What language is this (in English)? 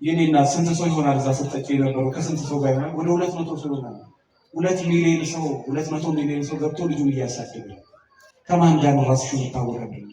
Amharic